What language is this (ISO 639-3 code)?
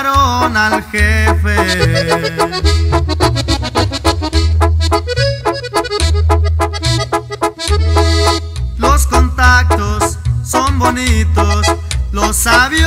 spa